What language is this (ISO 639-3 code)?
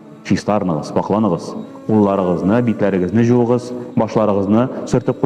tat